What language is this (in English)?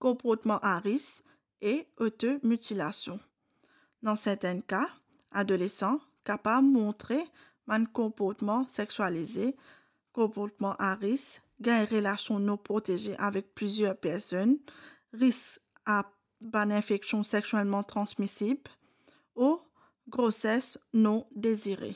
Morisyen